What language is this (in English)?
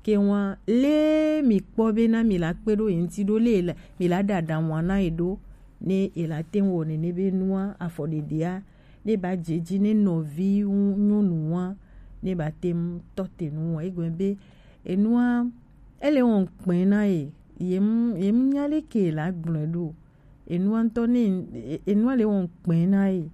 Gen